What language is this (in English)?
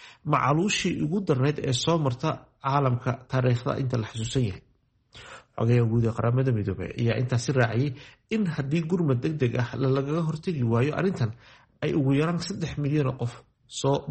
Somali